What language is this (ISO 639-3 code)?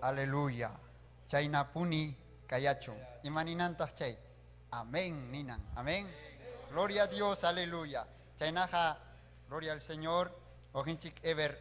quy